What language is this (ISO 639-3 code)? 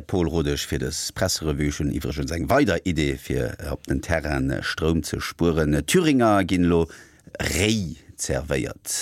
ltz